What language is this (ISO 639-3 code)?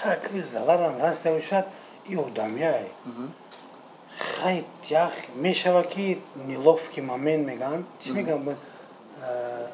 tgk